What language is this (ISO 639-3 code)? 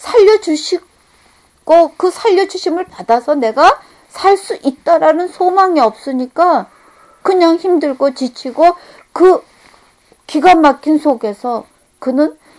kor